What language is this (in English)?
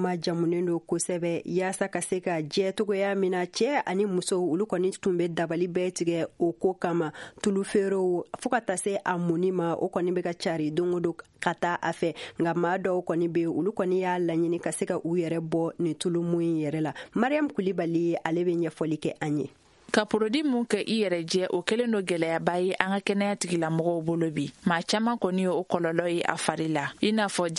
Bambara